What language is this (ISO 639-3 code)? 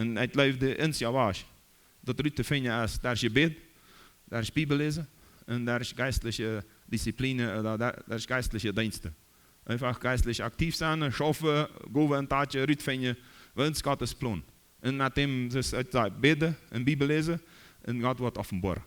pdt